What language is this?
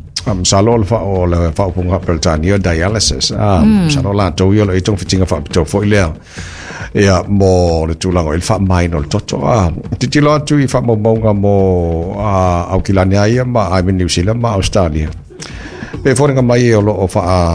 Samoan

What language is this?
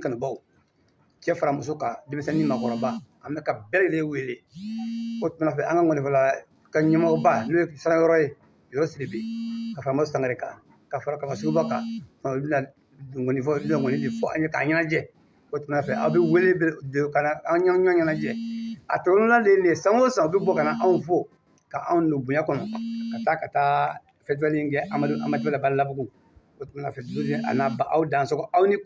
Bambara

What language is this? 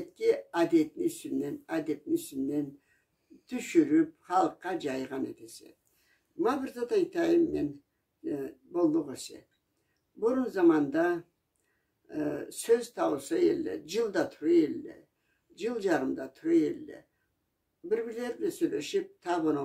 Karachay-Balkar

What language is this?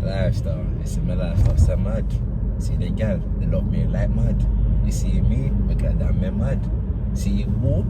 Jamaican Creole English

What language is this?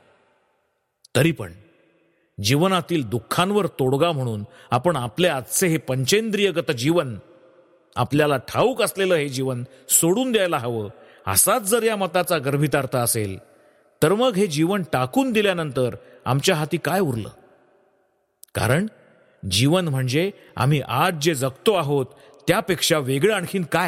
Marathi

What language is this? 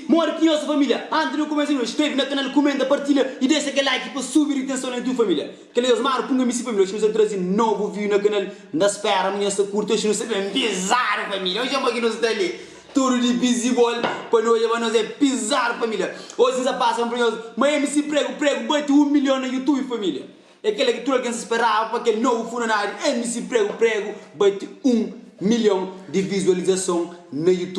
Kabuverdianu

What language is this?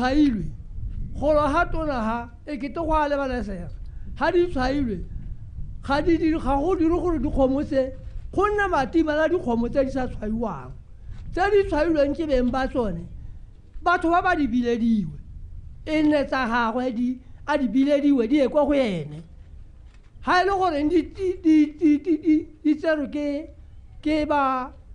Tswana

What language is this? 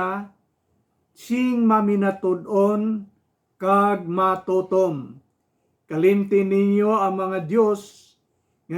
Hiligaynon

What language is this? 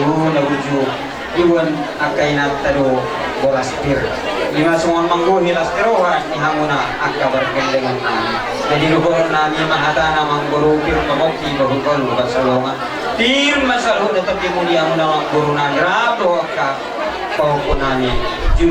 Batak Toba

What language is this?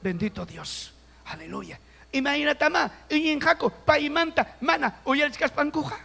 Ayacucho Quechua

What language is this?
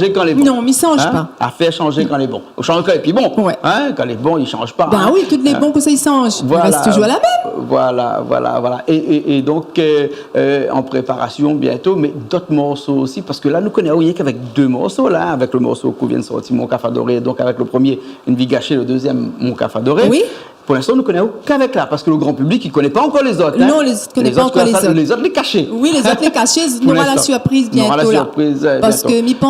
Réunion Creole French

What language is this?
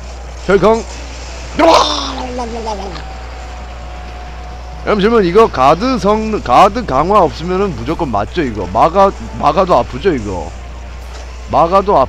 Korean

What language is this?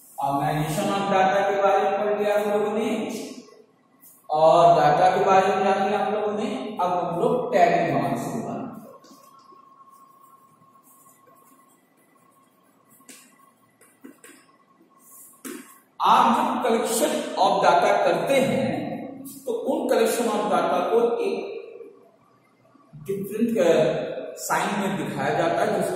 Hindi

